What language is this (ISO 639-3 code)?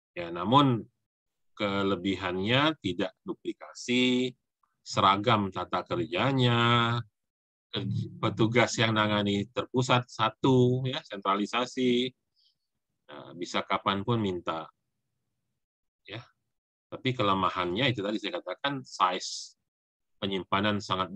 ind